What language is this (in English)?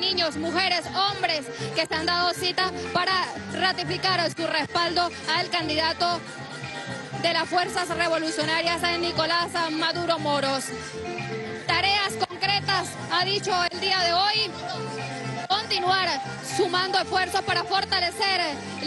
Spanish